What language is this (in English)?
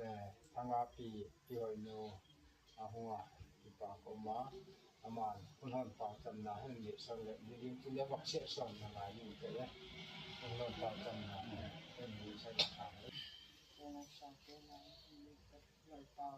Gangte